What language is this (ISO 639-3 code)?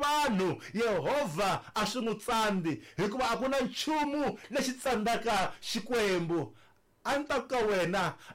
tso